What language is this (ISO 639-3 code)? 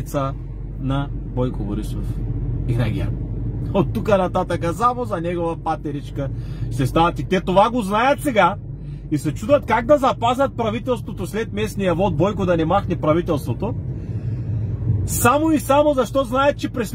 bul